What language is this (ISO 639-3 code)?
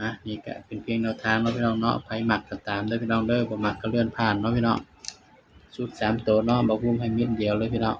tts